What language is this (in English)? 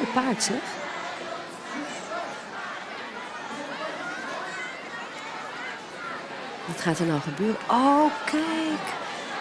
Dutch